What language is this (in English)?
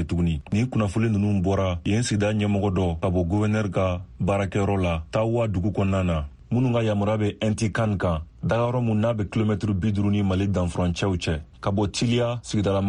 Bambara